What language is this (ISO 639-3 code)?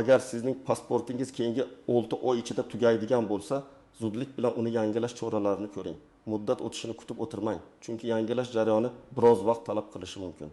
uzb